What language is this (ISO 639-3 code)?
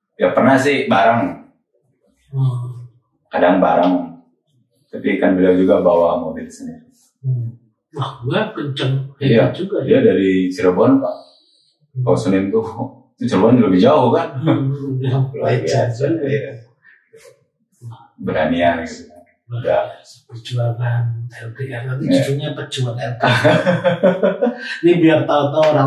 ind